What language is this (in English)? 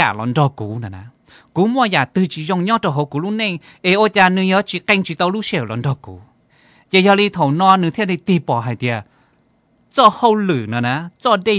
Hmong